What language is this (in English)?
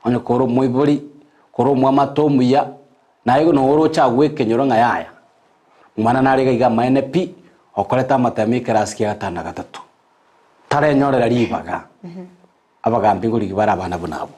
Gusii